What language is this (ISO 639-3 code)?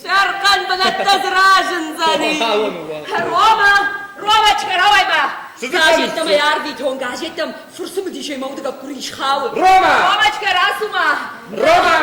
oss